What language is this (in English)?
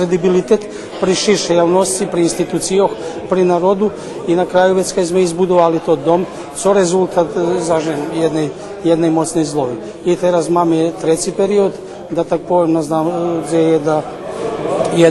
Rusyn